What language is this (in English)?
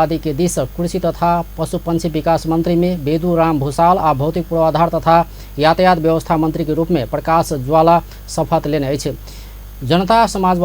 Maithili